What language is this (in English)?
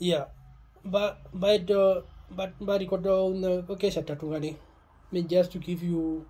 Herero